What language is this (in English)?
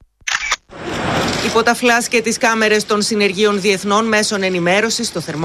Greek